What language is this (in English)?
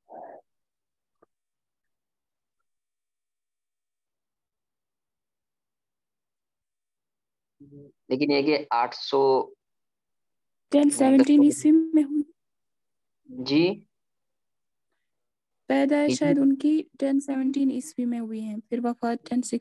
Urdu